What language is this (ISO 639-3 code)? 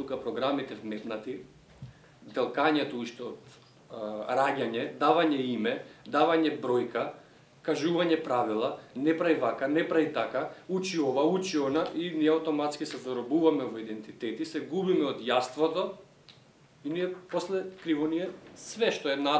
mkd